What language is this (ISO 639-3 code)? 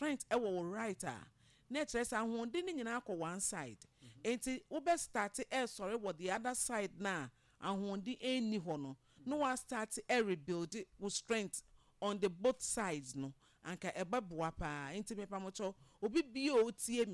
aka